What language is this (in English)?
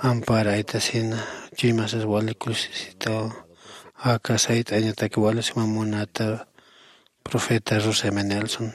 Aymara